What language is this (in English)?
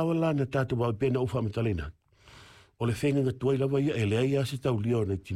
Samoan